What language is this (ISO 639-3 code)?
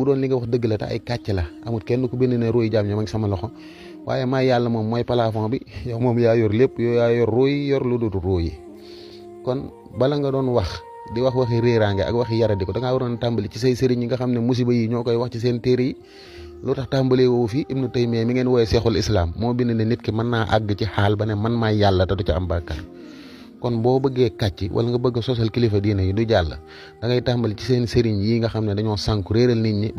wol